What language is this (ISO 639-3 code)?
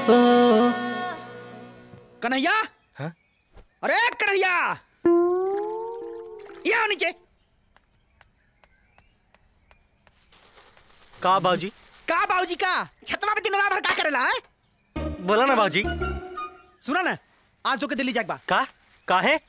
bho